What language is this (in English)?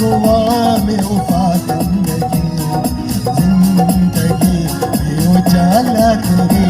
Divehi